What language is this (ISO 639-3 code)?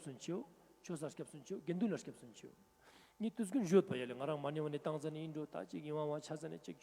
lbj